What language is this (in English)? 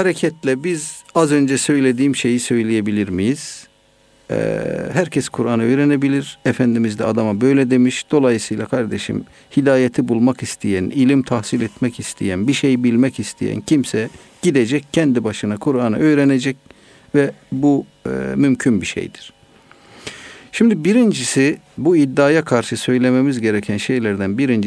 Turkish